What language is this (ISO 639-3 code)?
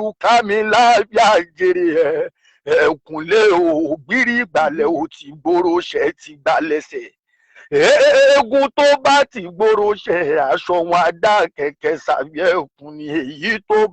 yor